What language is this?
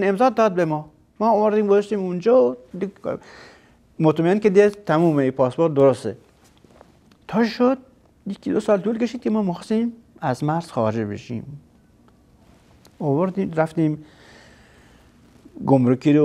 Persian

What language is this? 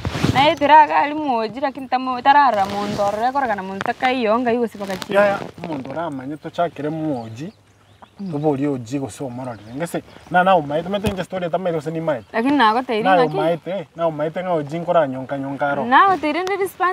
Gusii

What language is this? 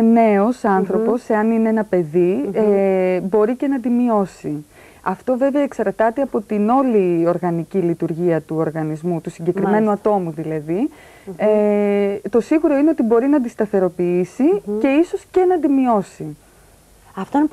Greek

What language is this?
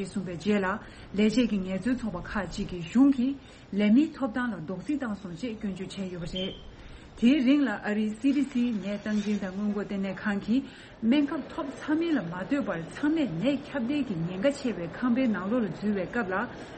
Tibetan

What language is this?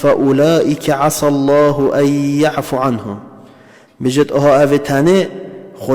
Kurdish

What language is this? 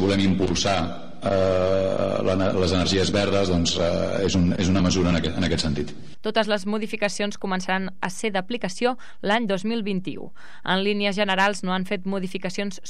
Catalan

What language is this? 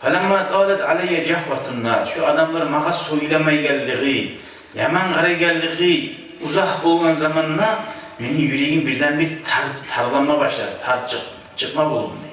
Kumyk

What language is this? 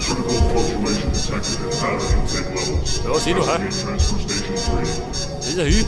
Bavarian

